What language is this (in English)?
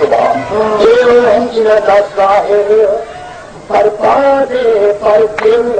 Saraiki